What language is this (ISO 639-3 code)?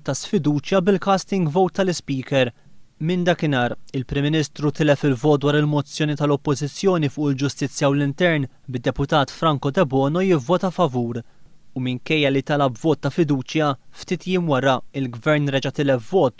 mlt